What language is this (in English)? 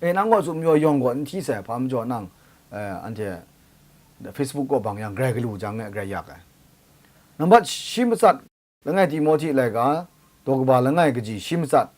Kachin